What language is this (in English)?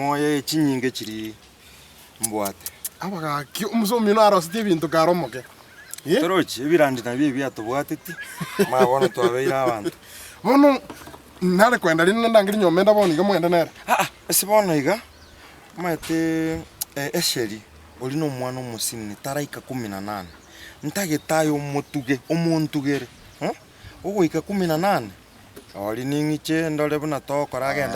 Gusii